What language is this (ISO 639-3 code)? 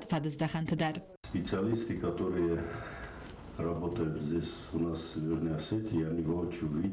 oss